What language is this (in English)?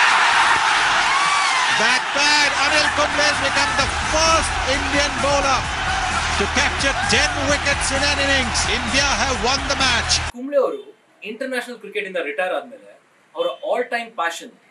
Kannada